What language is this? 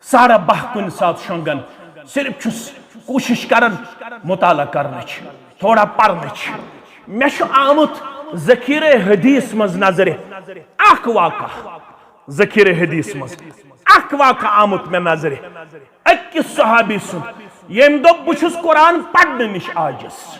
Kashmiri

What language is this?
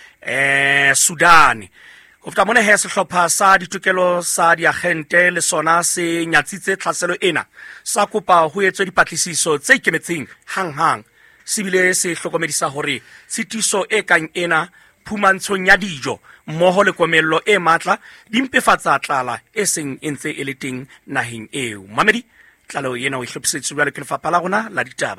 Southern Sotho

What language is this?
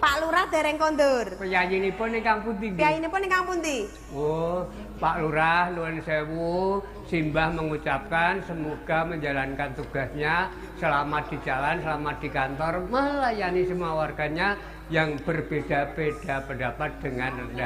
Javanese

